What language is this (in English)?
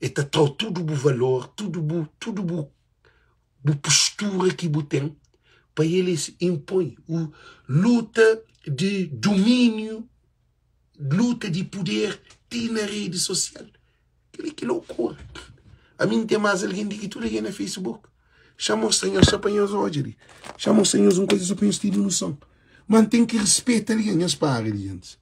Kabuverdianu